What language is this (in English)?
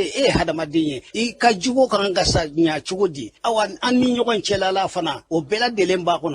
Bambara